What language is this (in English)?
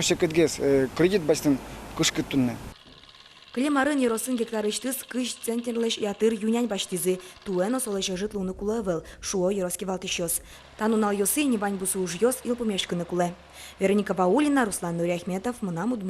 Udmurt